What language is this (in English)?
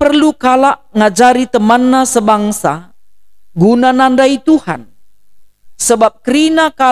Batak Karo